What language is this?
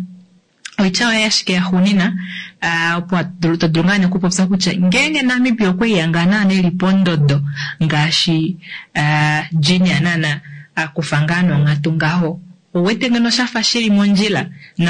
Kuanyama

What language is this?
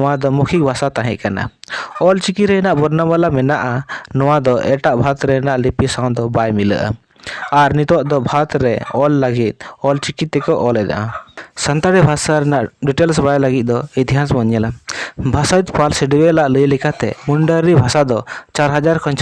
Santali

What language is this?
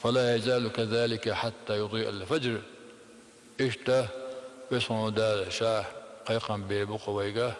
Chechen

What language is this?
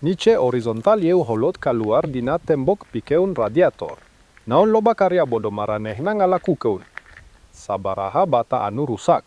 Sundanese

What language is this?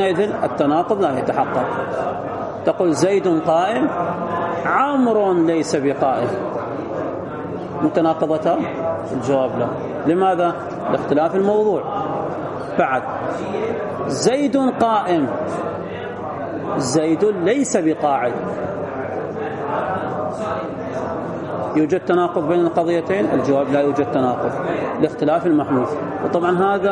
Arabic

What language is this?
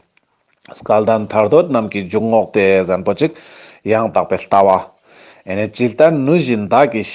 Ladakhi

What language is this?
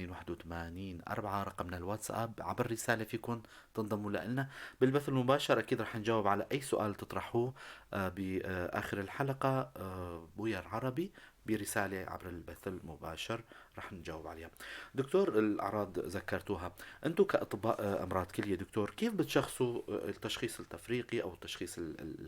North Levantine Arabic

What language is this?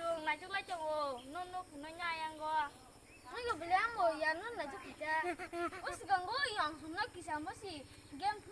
Kok Borok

